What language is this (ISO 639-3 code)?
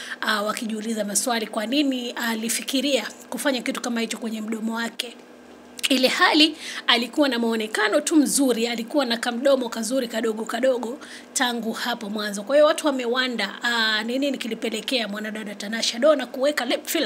swa